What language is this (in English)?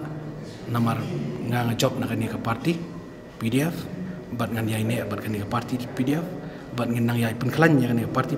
Khasi